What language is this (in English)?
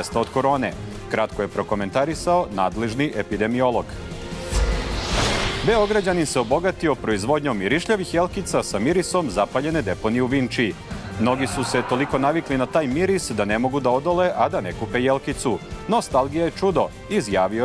Serbian